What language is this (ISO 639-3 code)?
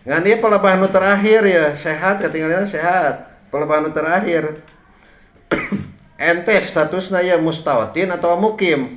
sun